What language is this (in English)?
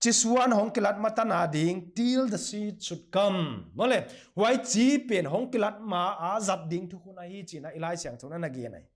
Paite Chin